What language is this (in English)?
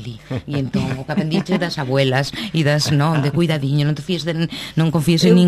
Galician